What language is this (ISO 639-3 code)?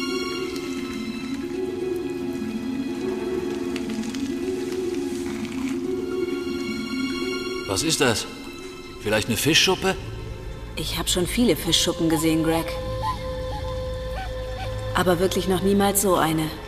deu